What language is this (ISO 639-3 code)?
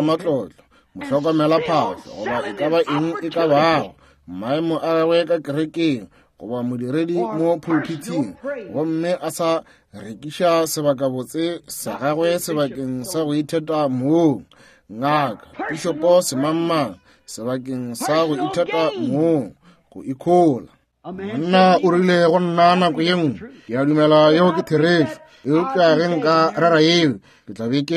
nso